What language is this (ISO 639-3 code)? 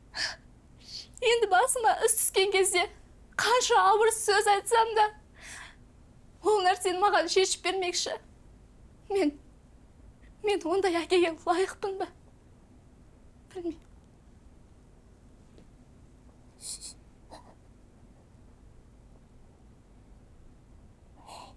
kaz